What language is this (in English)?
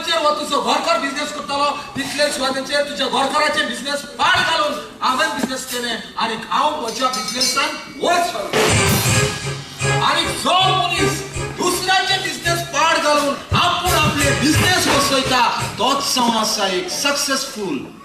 Konkani